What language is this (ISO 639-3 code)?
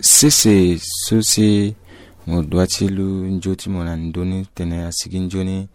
sag